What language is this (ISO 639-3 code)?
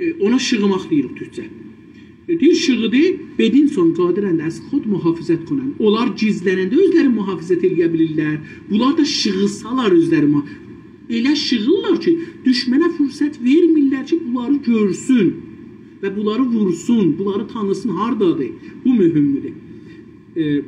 azb